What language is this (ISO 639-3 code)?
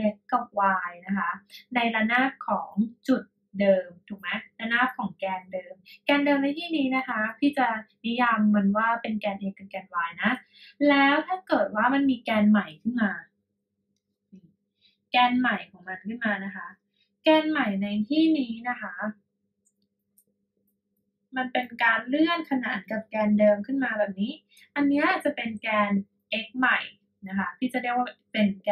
tha